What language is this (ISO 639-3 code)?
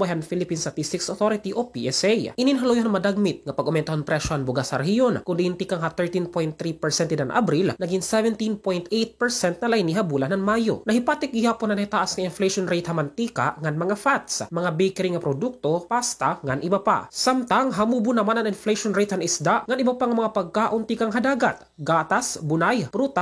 war